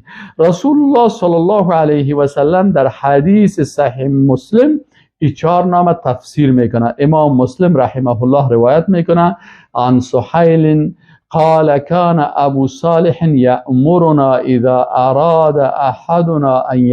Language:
Persian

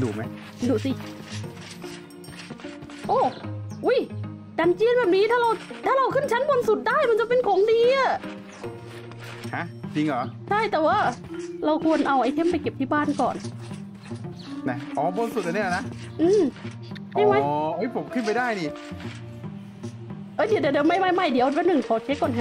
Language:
Thai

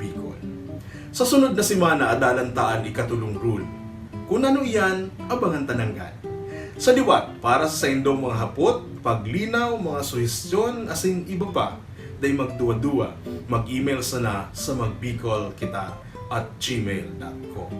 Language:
Bikol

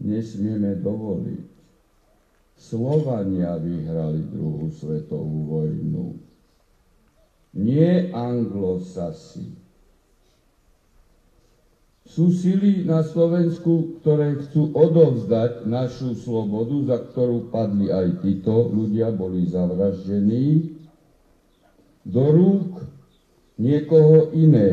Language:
Slovak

